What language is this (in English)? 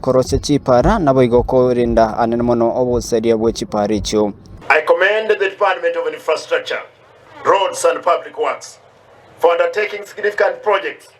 Gusii